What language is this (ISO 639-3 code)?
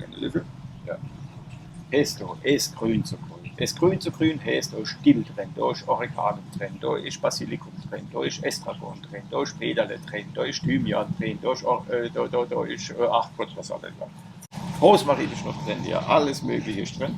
pfl